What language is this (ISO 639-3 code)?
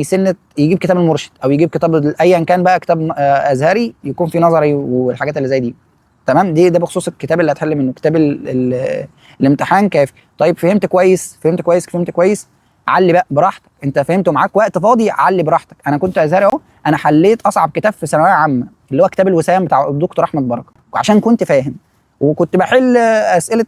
arz